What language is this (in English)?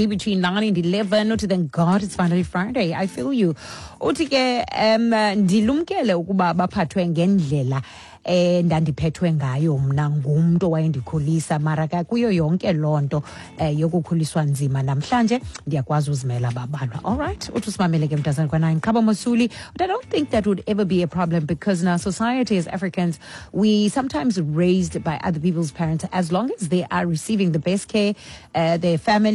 Xhosa